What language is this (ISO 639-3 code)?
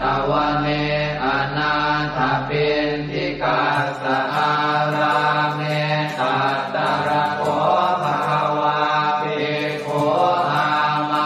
pli